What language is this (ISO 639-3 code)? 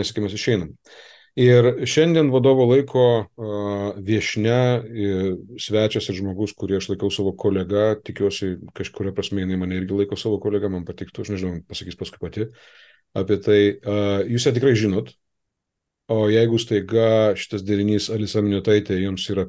lit